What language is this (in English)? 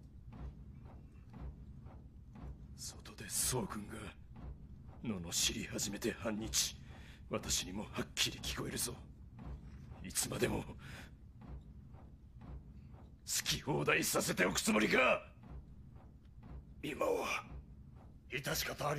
Japanese